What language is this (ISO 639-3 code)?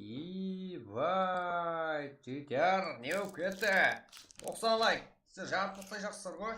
kaa